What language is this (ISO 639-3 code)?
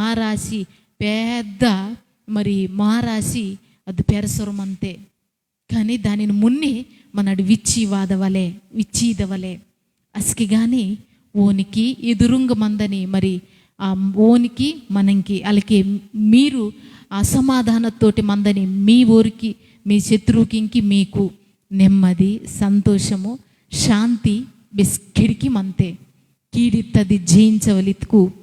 kff